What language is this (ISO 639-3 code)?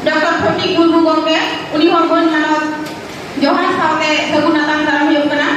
sat